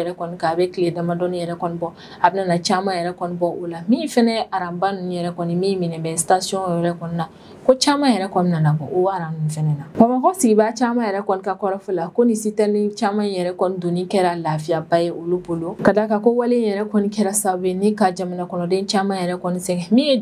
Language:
Bambara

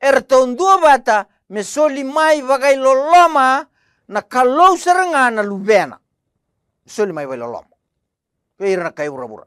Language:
Fijian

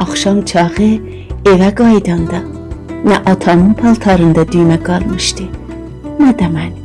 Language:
South Azerbaijani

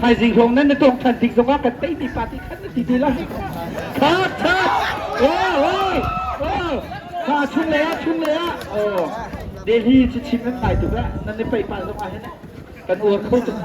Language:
Hakha Chin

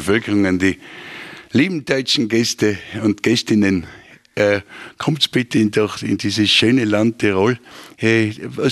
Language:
German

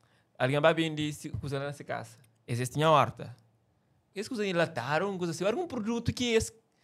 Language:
Kabuverdianu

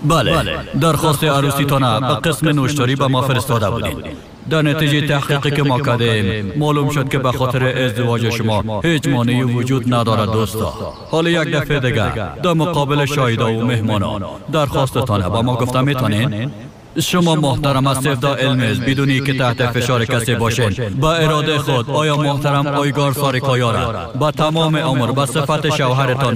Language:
Persian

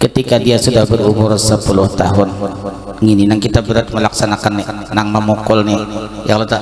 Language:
Banjar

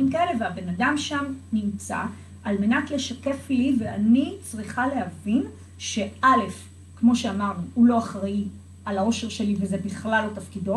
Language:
Hebrew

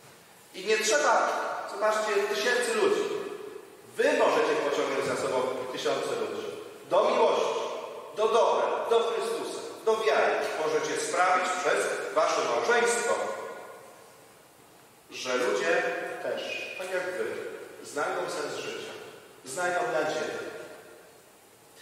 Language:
Polish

